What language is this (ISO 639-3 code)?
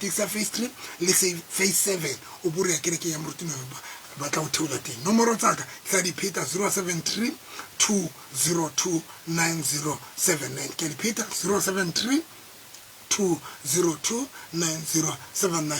tsn